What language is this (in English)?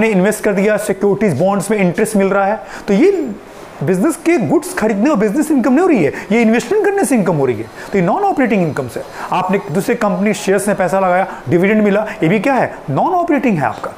Hindi